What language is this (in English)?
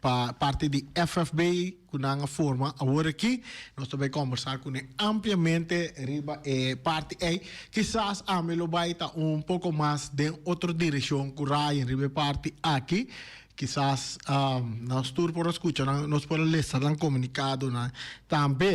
Papiamento